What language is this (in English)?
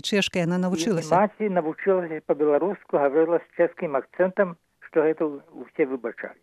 Belarusian